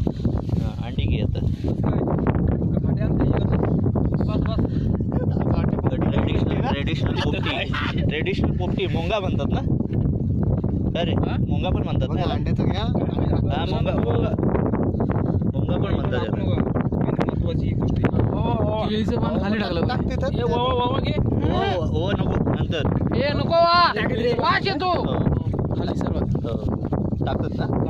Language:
Marathi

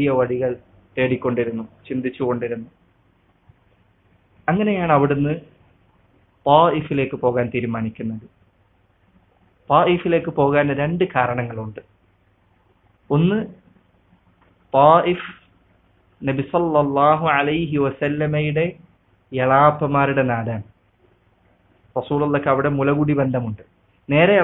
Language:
Malayalam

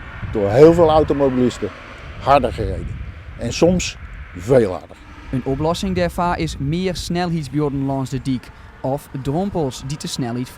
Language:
Western Frisian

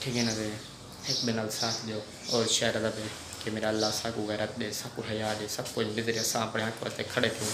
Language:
Saraiki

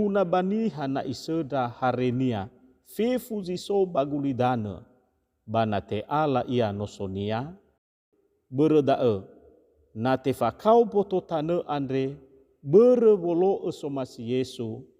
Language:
Nias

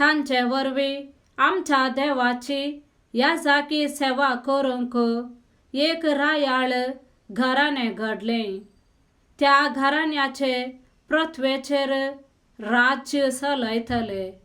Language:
Konkani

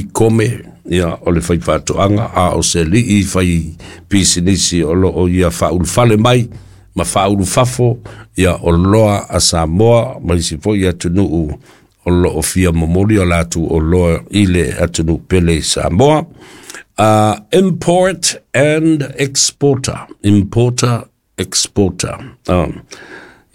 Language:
Samoan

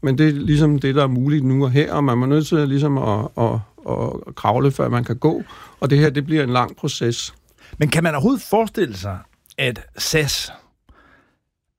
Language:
Danish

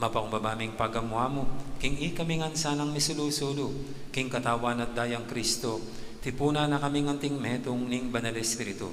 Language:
Pampanga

